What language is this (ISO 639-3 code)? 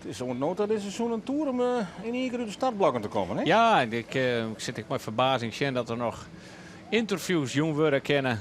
fry